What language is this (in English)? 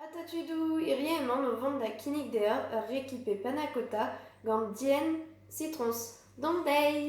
Breton